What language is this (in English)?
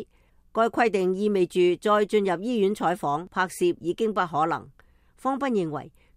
Cantonese